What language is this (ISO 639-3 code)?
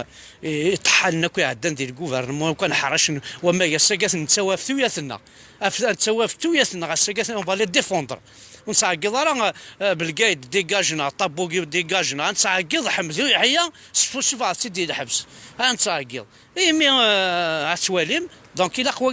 kab